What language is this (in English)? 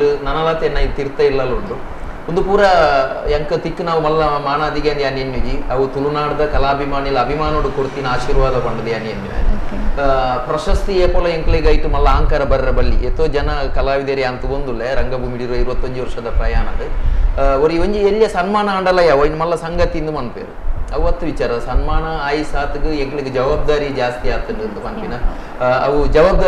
Tulu